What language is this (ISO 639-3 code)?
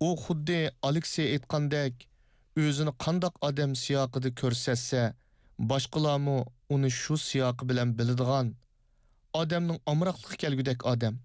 uig